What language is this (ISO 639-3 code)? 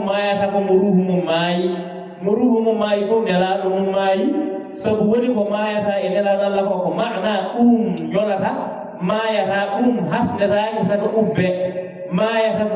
ful